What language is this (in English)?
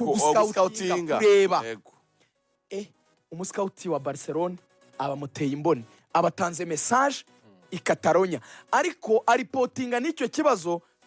Kinyarwanda